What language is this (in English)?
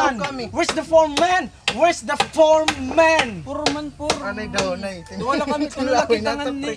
Waray